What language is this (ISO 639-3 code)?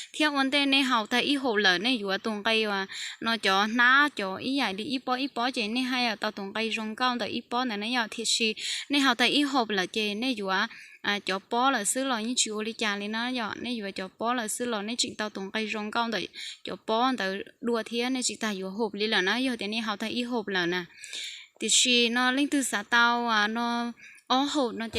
hmn